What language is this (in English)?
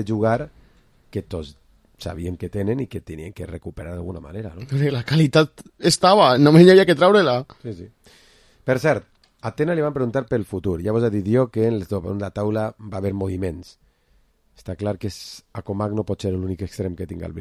Catalan